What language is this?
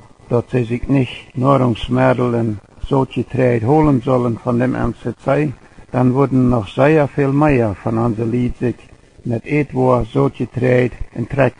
Plautdietsch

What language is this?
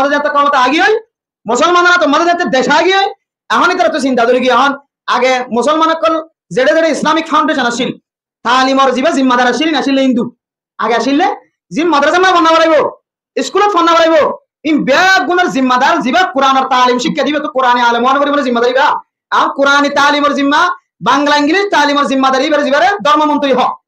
Rohingya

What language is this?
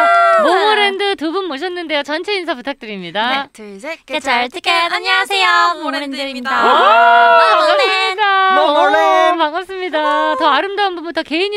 Korean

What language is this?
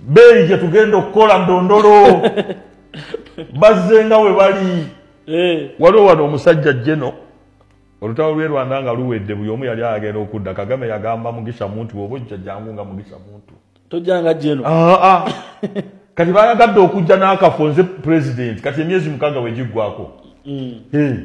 Ganda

